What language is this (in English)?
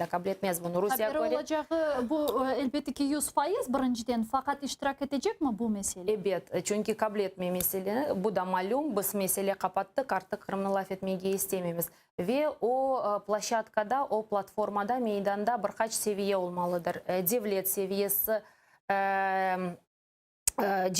Crimean Tatar